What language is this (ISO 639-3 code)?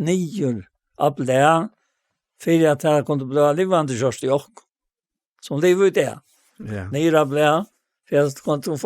fao